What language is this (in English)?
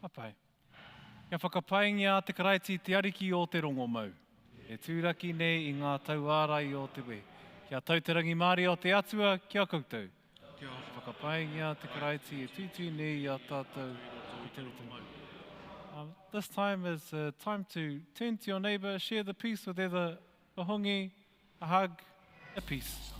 Māori